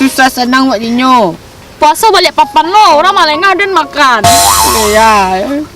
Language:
Minangkabau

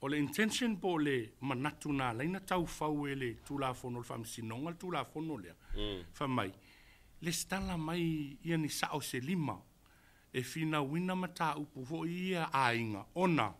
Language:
Samoan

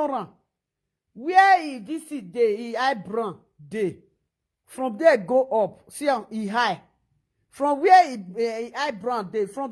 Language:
Nigerian Pidgin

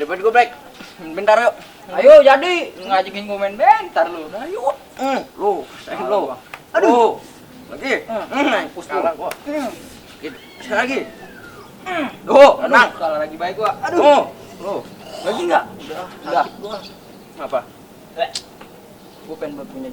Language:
Betawi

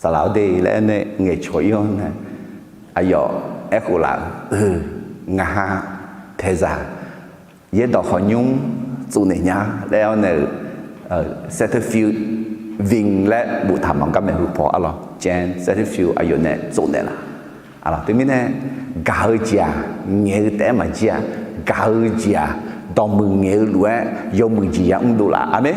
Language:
Akha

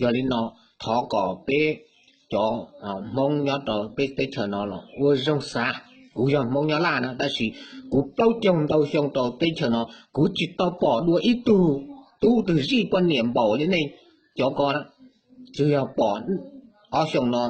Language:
Hmong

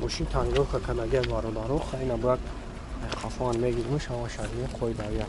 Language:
Tajik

